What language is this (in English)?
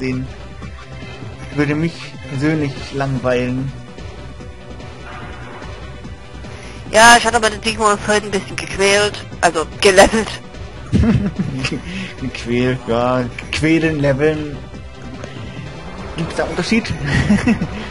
German